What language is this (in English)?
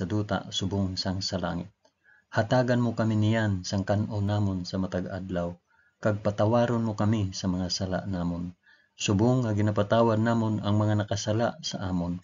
Hiligaynon